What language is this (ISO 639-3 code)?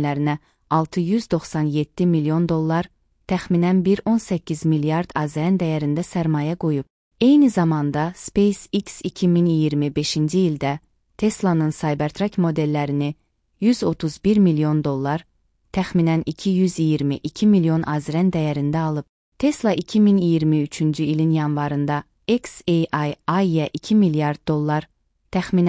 aze